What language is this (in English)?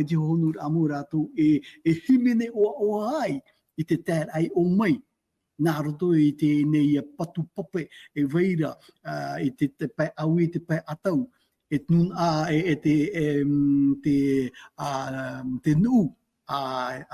Tahitian